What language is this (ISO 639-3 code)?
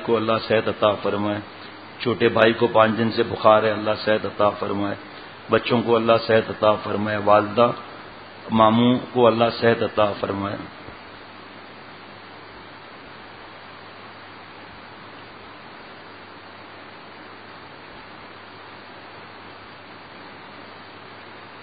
urd